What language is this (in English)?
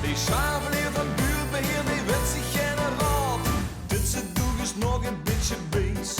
Limburgish